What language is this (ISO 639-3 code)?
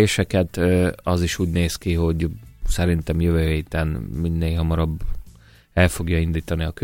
hun